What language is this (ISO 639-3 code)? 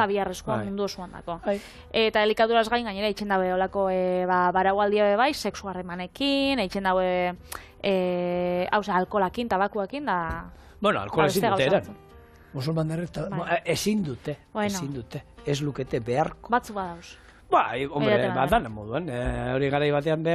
eus